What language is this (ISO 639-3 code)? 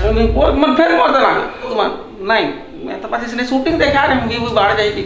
hne